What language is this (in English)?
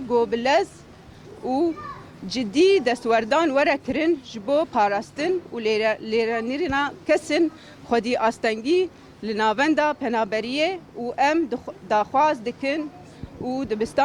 Kurdish